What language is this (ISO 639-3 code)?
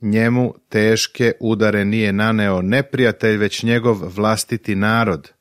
srp